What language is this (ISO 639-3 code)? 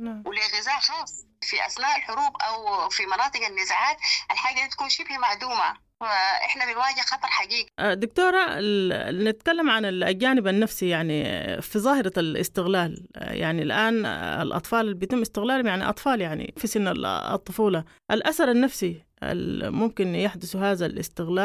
apd